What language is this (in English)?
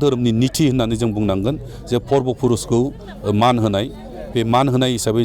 Bodo